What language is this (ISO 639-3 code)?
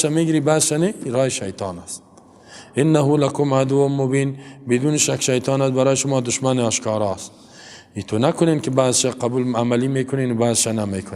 fas